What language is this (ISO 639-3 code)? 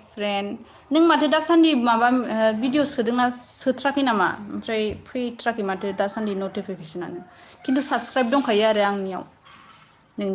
brx